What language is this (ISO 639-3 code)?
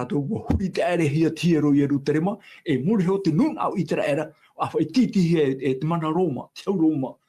tah